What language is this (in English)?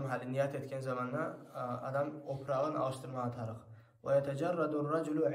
Kumyk